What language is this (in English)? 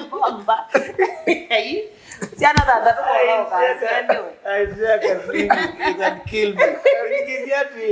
Kamba